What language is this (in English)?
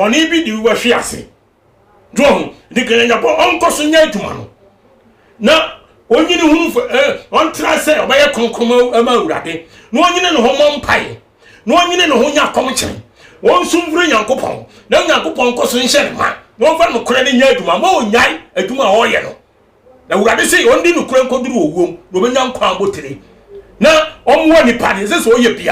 Akan